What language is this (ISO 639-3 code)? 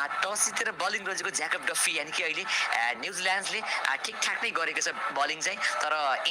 nep